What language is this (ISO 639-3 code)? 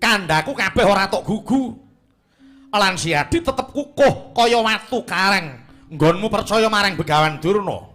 jav